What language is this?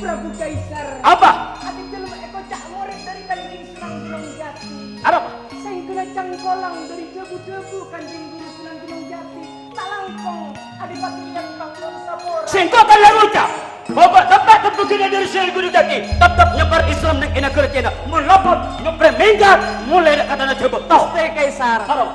Madurese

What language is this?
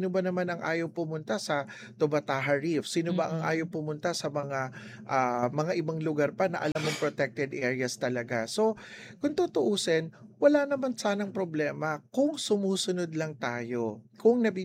Filipino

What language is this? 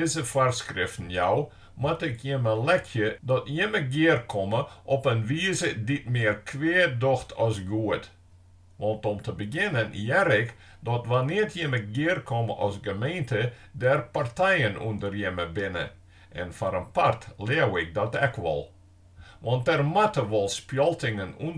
Western Frisian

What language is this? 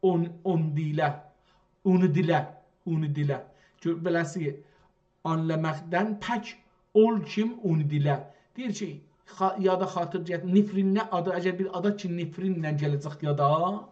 South Azerbaijani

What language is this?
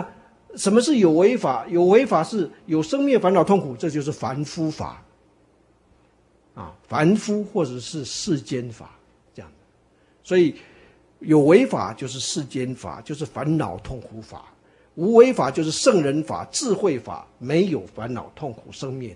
Chinese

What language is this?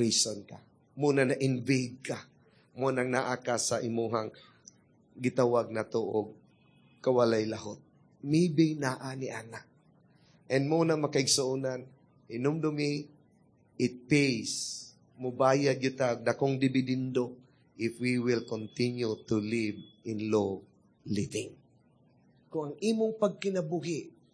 Cebuano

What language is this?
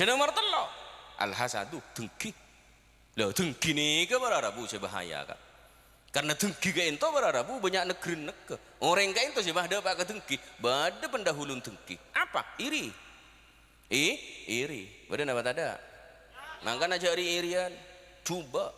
Madurese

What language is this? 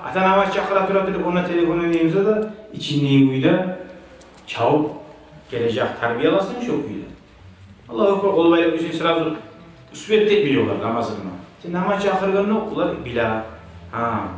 Kumyk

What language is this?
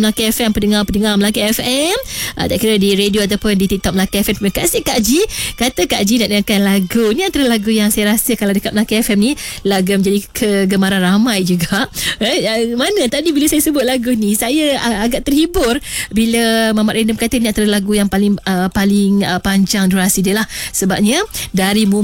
Malay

